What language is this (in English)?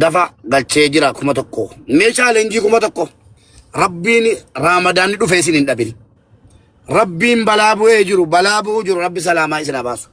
Oromo